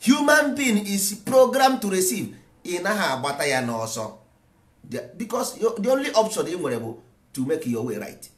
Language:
Igbo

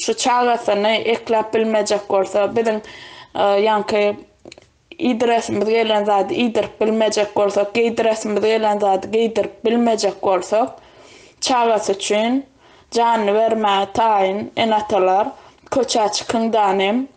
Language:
Turkmen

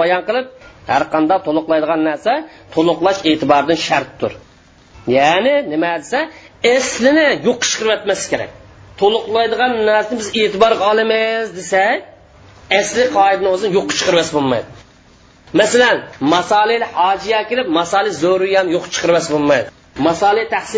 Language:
Uyghur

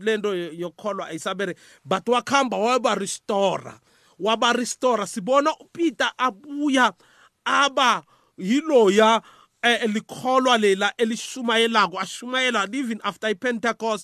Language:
South Ndebele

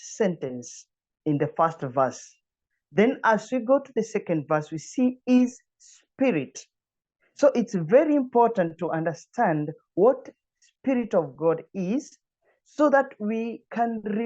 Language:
English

